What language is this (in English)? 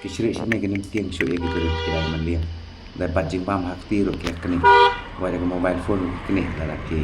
Khasi